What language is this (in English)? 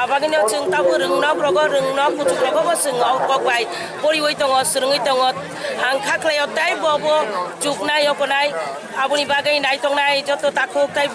Kok Borok